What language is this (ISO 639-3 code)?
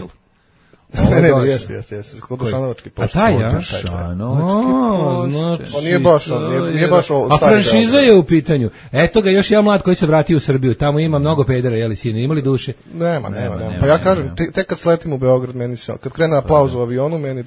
srp